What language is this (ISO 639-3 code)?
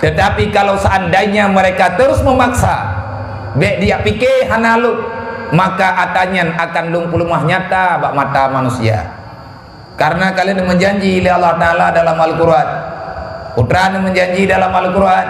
ace